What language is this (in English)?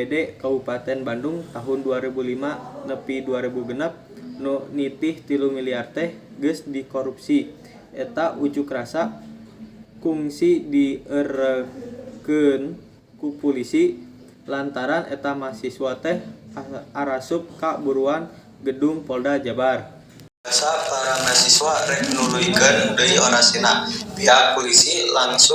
Sundanese